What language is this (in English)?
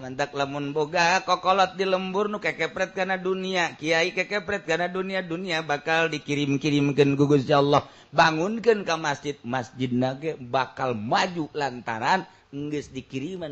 Sundanese